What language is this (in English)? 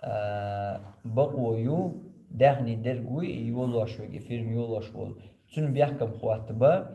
Chechen